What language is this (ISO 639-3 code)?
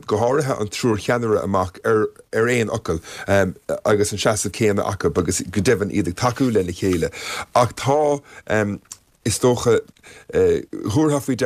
gle